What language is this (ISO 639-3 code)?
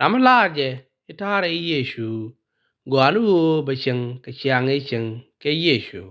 nus